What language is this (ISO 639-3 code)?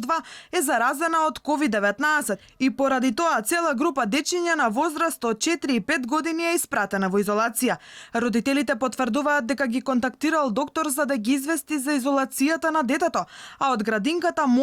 mkd